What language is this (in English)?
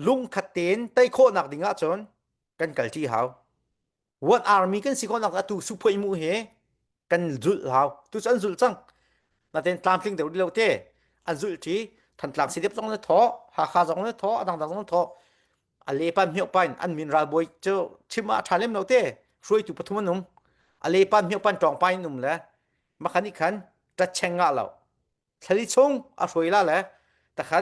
Hakha Chin